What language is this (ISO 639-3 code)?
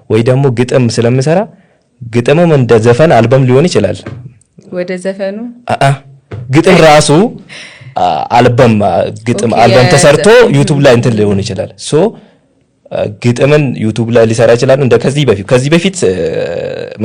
amh